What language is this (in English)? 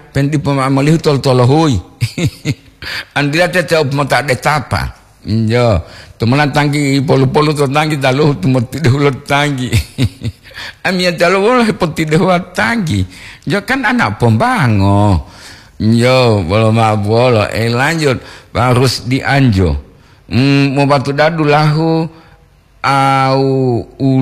Gorontalo